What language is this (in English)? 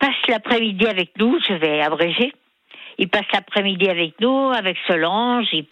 French